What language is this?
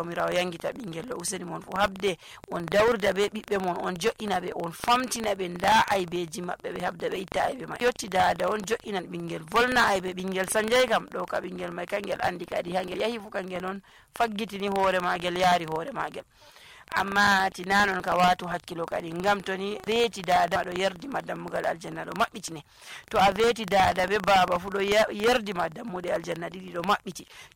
Nigerian Fulfulde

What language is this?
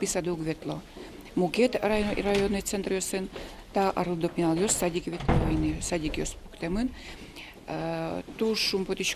Udmurt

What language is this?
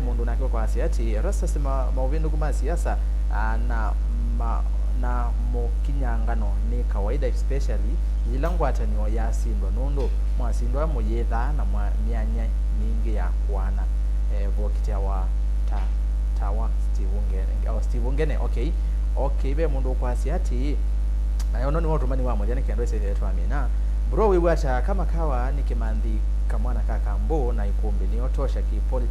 Kamba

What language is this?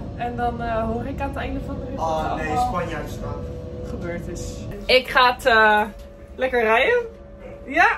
Dutch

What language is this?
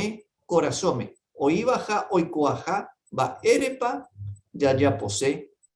Guarani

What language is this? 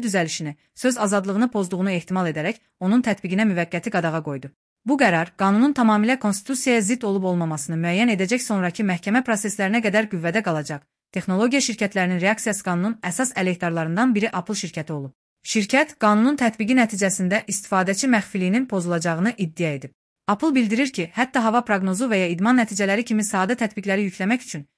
Azerbaijani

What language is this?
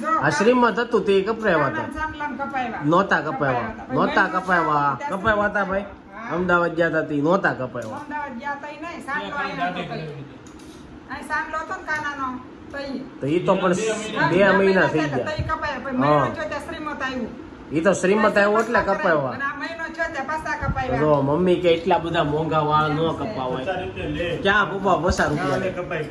Gujarati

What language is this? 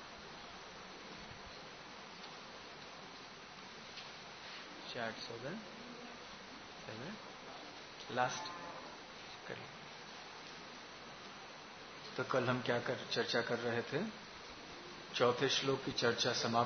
Hindi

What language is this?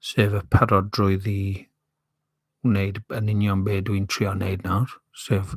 Welsh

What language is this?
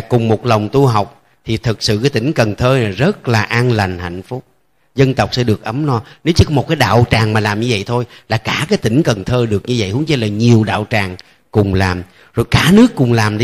Vietnamese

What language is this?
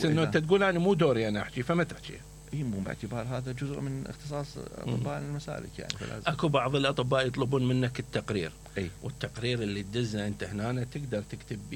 Mesopotamian Arabic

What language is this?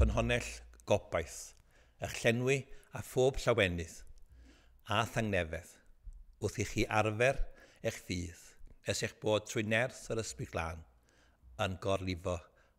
Welsh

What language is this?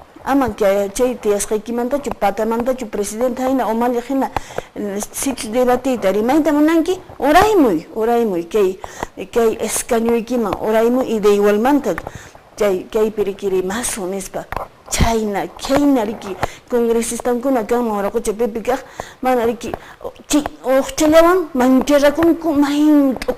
Quechua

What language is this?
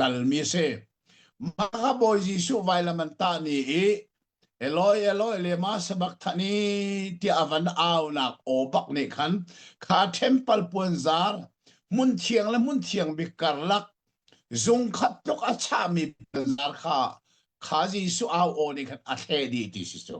Hakha Chin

